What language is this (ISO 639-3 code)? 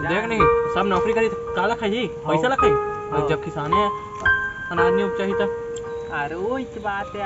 hne